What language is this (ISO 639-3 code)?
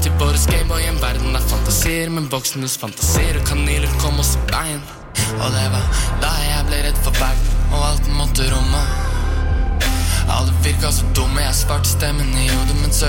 nor